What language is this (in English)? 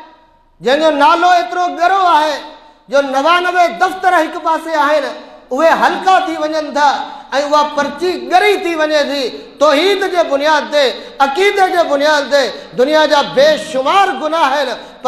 Sindhi